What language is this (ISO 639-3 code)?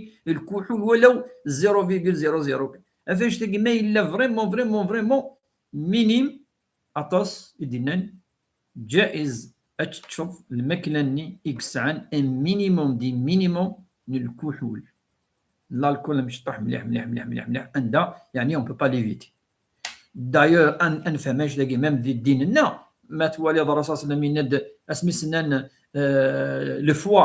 kab